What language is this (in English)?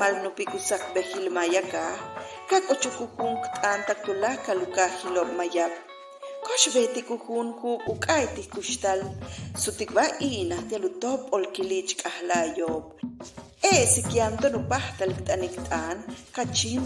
Yucateco